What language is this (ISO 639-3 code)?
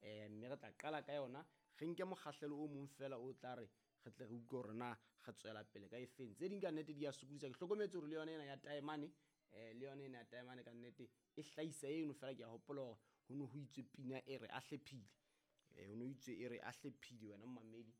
sot